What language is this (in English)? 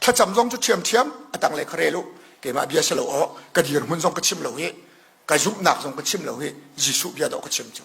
Hakha Chin